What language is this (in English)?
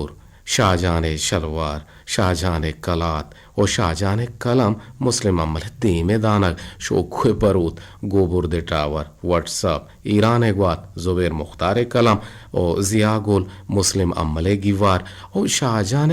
Eastern Balochi